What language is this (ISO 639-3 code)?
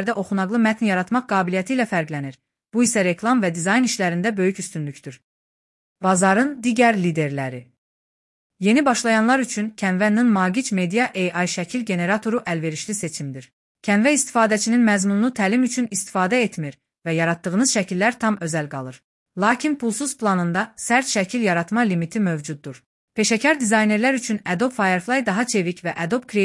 aze